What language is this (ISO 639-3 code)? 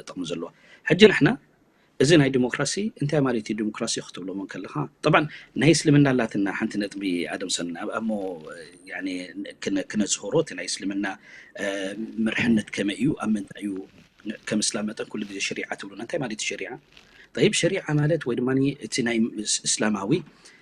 tir